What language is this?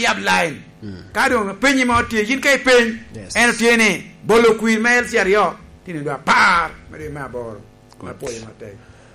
Lango (Uganda)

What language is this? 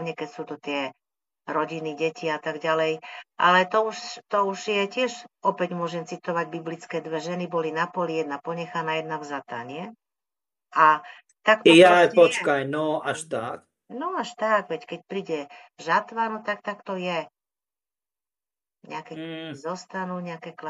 Slovak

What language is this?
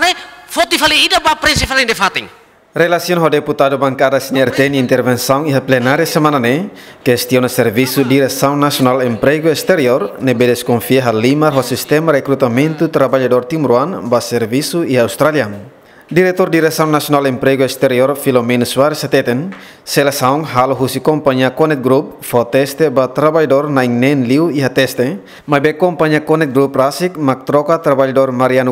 Tetum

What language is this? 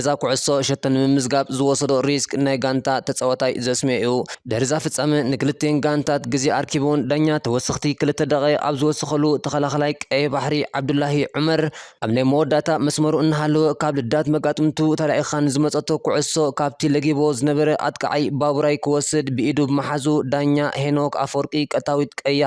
Tigrinya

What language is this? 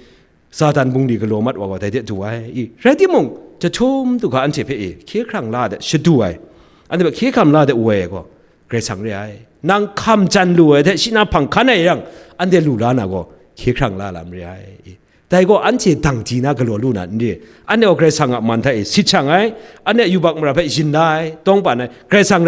Kachin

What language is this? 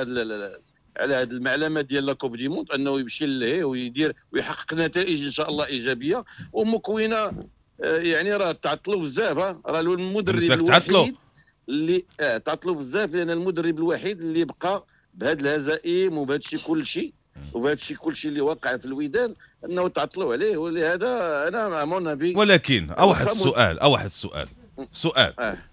Moroccan Arabic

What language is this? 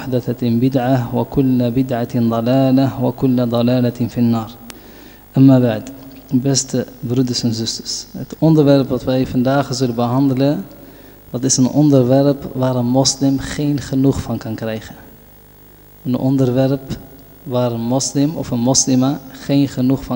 Dutch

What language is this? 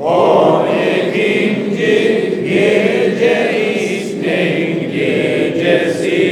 Crimean Tatar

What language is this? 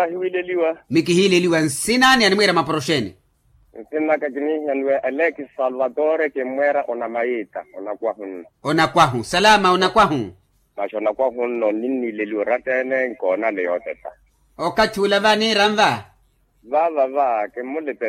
Makhuwa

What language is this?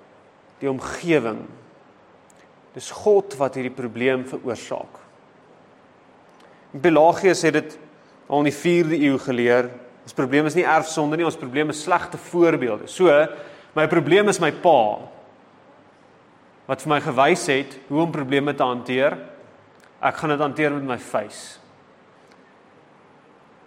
Afrikaans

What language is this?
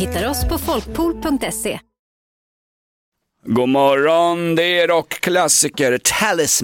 Swedish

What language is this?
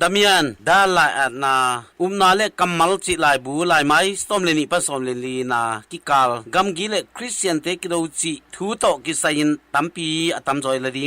Tedim Chin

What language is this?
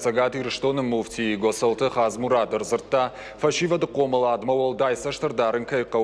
Ossetic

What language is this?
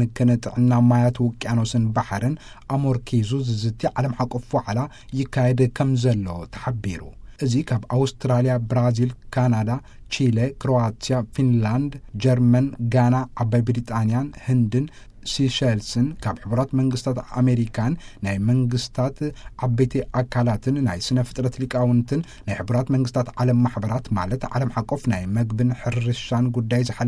Tigrinya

